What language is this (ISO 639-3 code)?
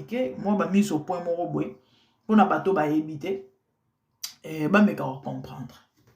lin